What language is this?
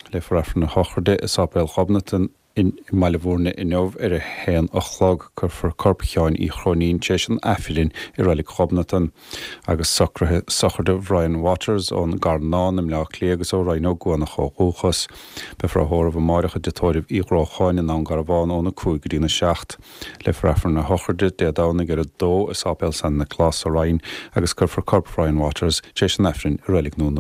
Irish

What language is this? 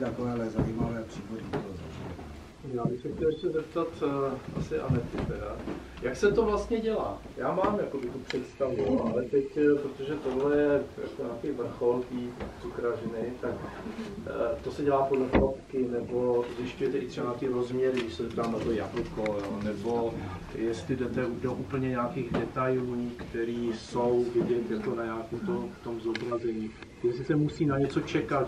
Czech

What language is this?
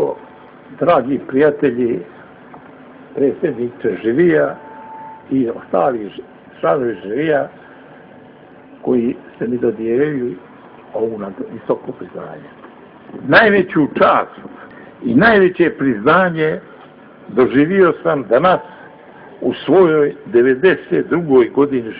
Bosnian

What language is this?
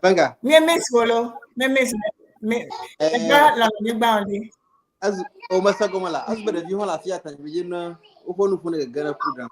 Ewe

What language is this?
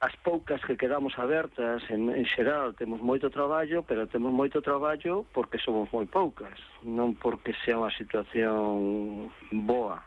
Galician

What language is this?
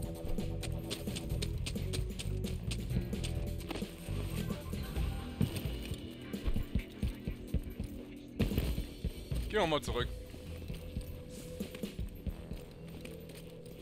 German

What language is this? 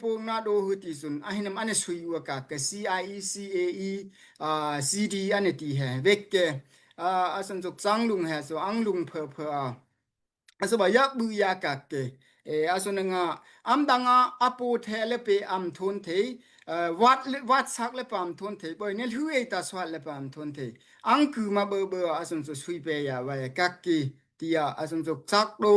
Daai Chin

